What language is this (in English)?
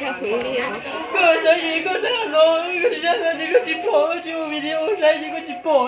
Hmong